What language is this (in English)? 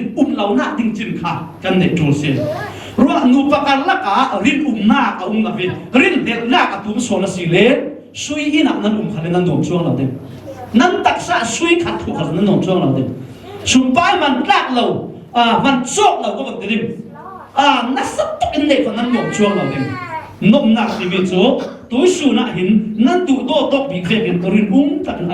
Falam Chin